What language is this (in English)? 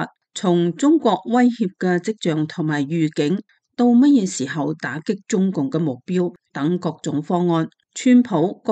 Cantonese